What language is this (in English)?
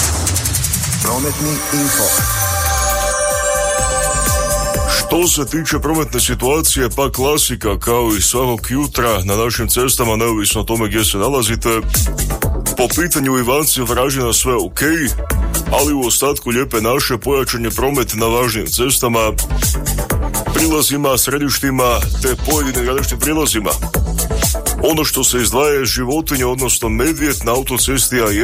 Croatian